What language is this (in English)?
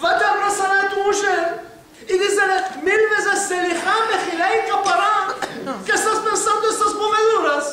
Ladino